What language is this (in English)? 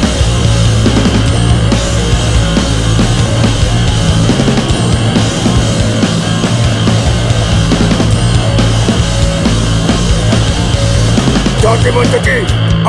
Indonesian